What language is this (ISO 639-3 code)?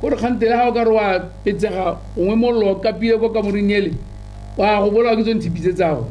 tsn